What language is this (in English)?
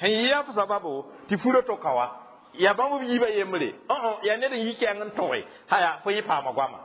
Mossi